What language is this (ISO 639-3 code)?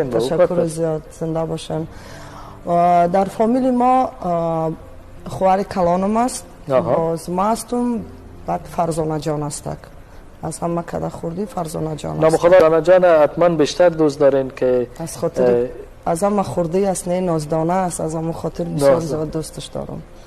tgk